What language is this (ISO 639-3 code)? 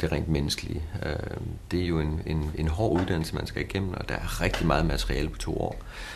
dan